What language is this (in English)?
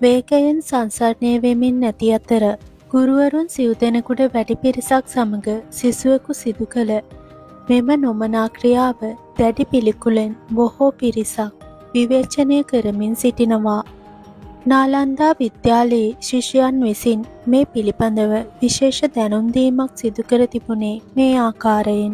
Sinhala